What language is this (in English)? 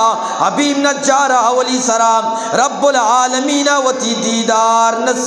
Eastern Balochi